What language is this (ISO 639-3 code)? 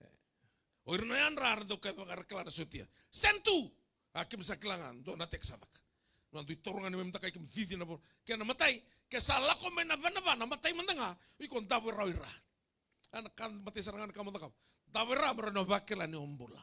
fij